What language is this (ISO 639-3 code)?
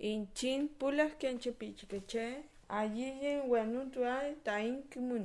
arn